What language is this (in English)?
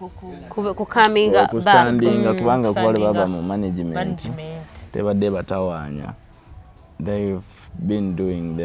Ganda